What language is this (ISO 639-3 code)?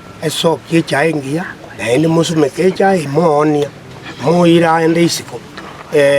guz